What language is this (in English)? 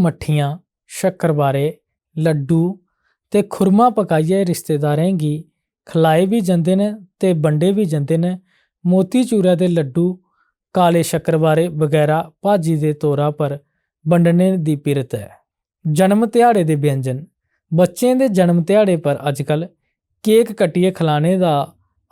Dogri